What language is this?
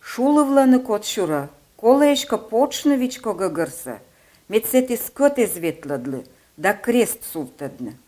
Komi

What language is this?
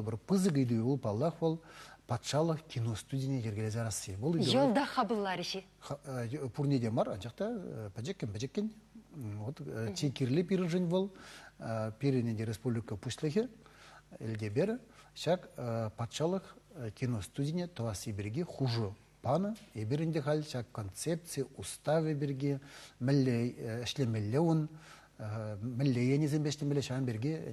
Chuvash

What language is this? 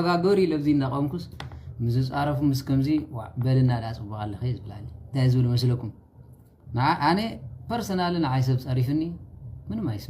Tigrinya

